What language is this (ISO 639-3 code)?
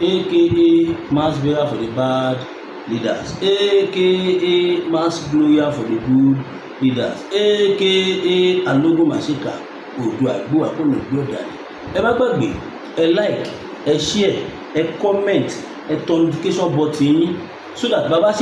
yor